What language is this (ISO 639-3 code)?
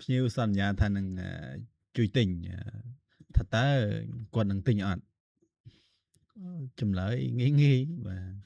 khm